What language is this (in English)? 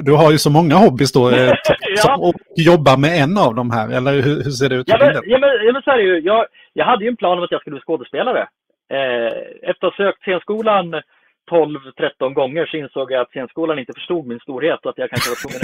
Swedish